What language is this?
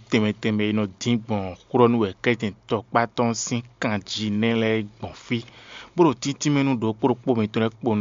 Fon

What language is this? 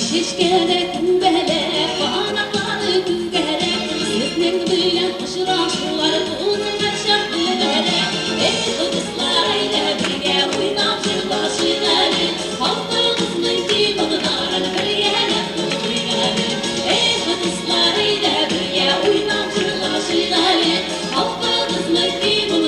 Tatar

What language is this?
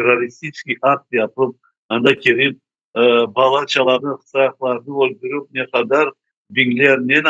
Crimean Tatar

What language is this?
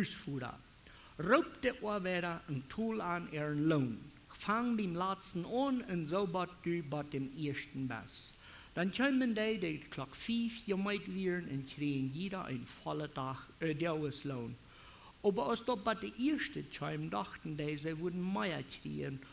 Plautdietsch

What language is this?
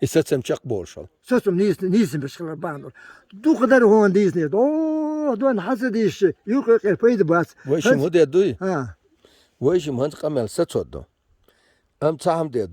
Chechen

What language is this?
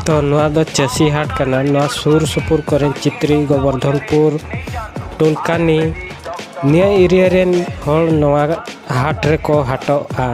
Santali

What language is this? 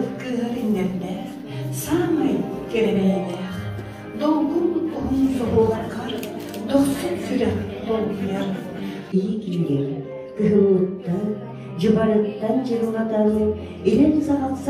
Yakut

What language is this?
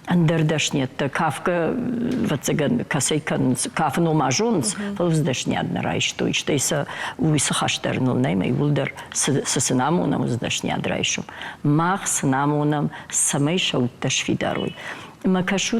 Ossetic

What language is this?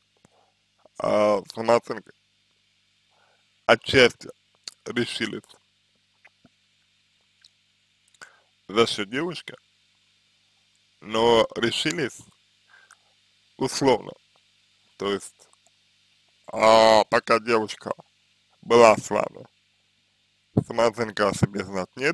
Russian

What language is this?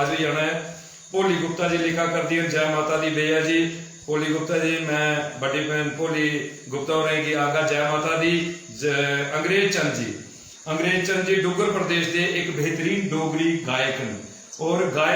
Dogri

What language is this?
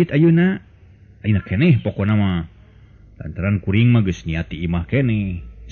Sundanese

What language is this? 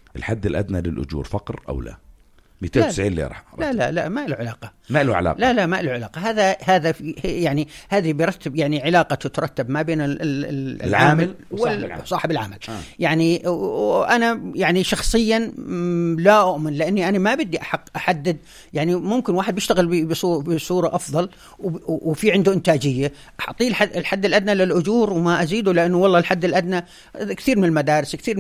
North Levantine Arabic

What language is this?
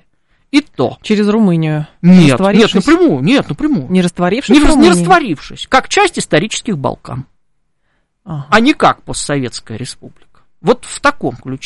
Russian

